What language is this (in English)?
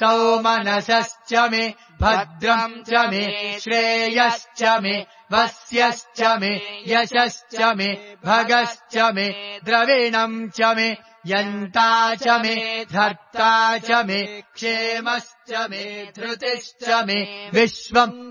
Sanskrit